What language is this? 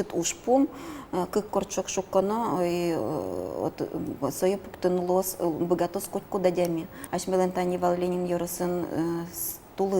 Udmurt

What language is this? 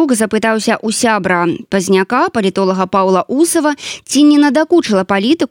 Belarusian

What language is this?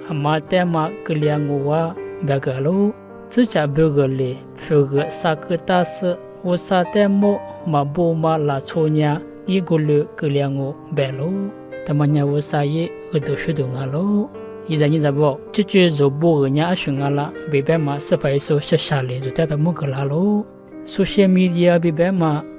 Lisu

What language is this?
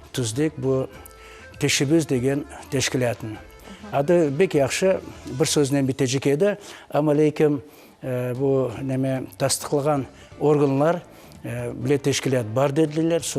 Crimean Tatar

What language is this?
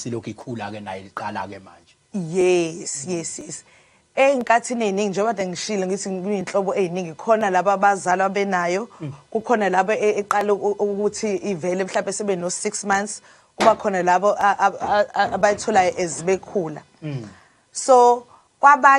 Zulu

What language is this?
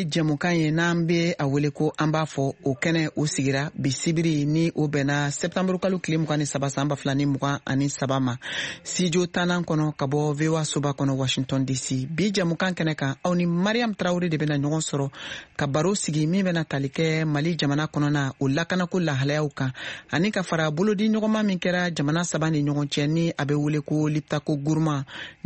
Bambara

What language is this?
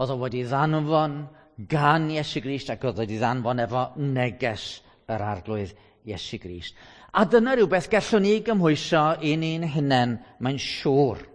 Welsh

